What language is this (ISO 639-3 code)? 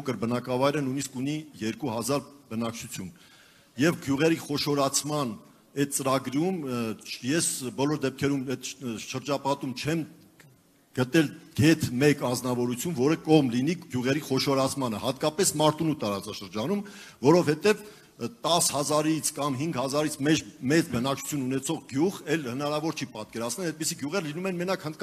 hye